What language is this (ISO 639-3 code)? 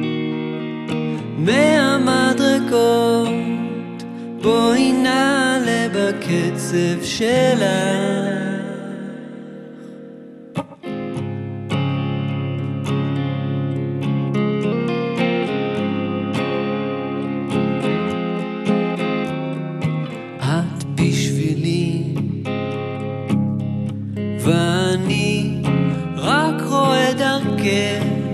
heb